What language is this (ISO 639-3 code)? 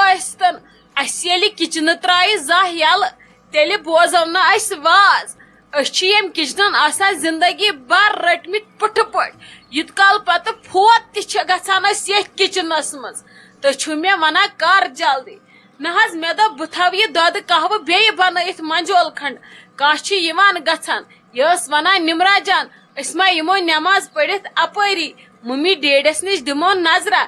kas